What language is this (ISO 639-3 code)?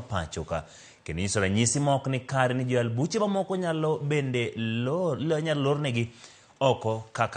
luo